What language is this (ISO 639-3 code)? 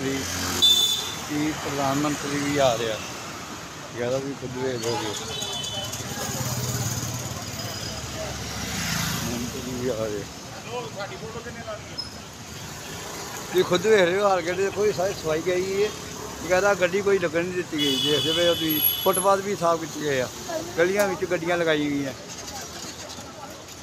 pan